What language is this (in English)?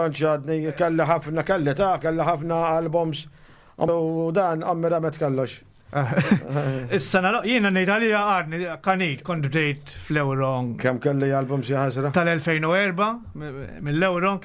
Maltese